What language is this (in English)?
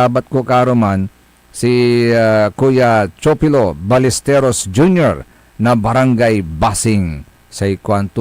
Pangasinan